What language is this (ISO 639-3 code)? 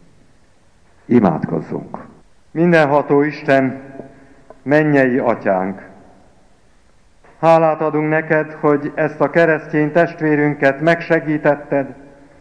hun